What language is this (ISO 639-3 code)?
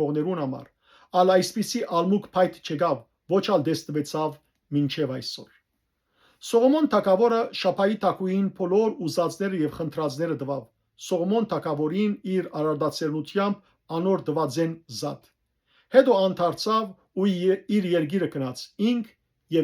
hyw